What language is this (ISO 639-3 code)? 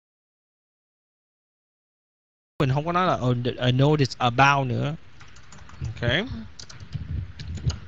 vie